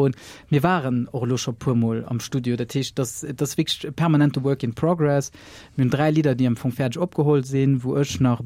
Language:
Luxembourgish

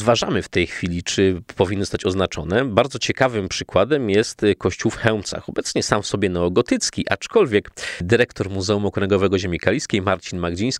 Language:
Polish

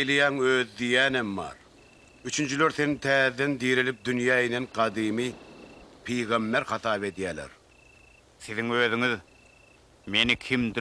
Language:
Turkmen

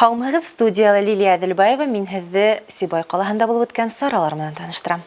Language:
Bashkir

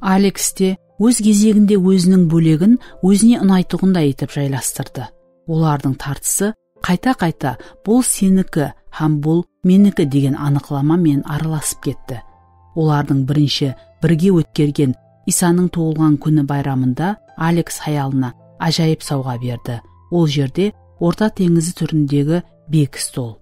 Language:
Kara-Kalpak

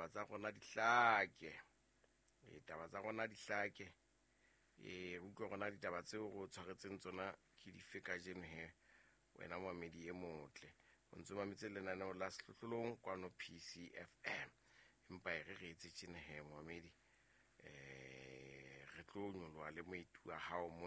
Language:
Southern Sotho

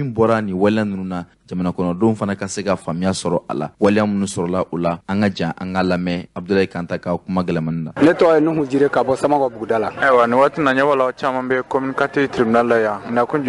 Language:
Bambara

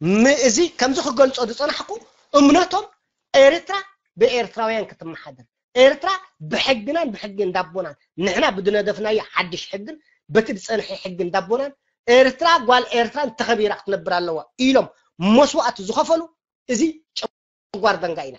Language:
Tigrinya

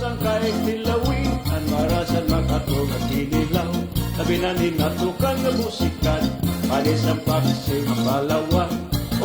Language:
Waray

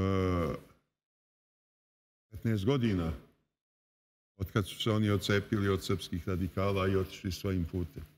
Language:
Serbian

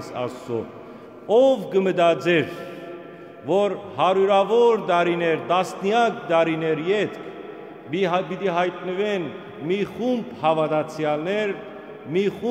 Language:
Western Armenian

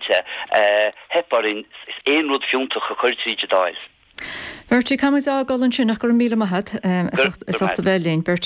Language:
Irish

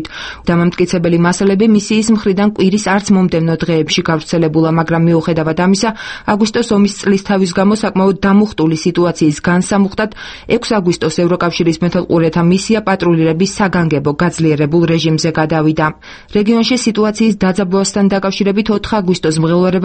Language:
Georgian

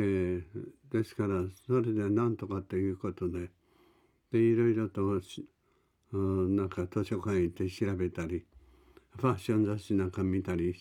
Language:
Japanese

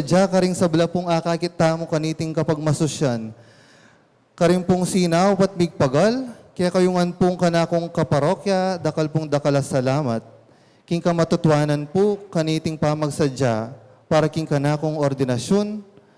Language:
Pampanga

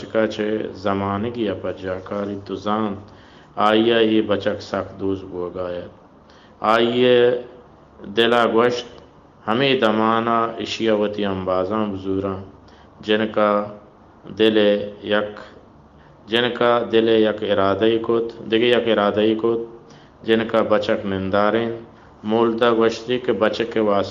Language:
Baluchi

